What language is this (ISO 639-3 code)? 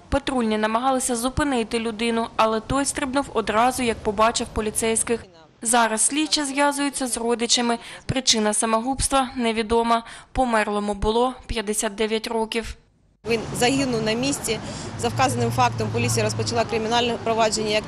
ukr